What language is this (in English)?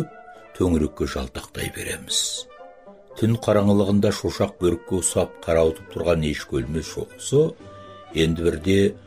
Kazakh